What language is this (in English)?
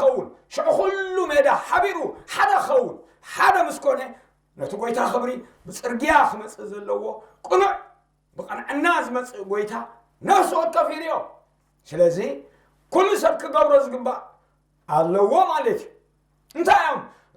Tigrinya